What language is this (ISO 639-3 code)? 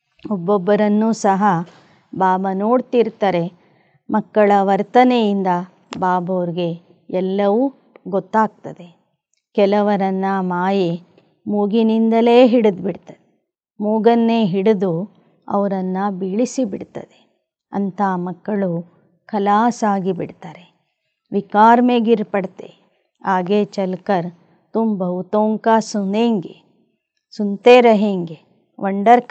kan